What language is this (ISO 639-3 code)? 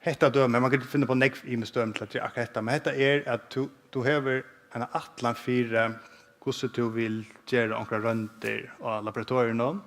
fao